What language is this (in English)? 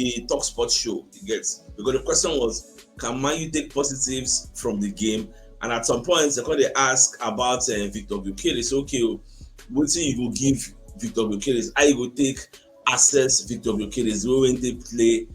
Nigerian Pidgin